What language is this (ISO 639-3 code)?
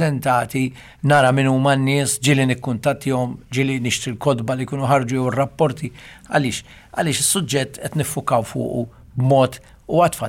mlt